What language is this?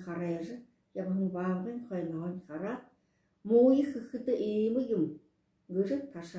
Buriat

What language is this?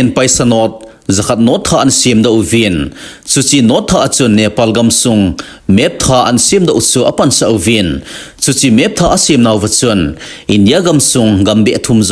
Thado Chin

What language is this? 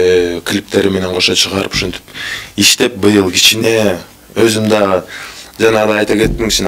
Kyrgyz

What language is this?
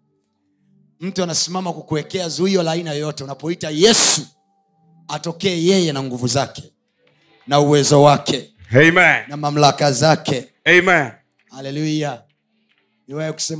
Swahili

